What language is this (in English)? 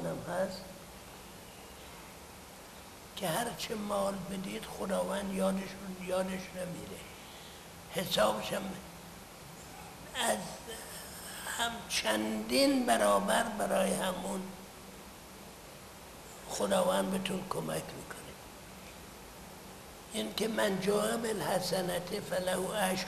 Persian